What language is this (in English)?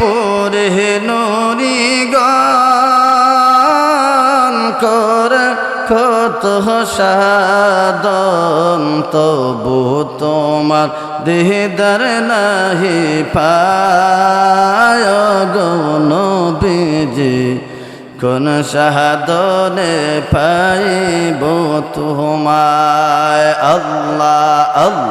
Sylheti